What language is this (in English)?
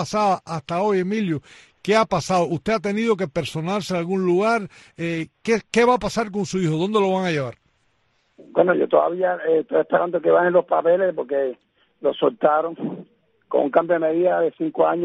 Spanish